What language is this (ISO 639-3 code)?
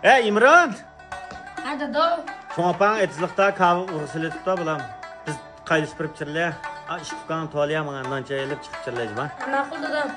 uig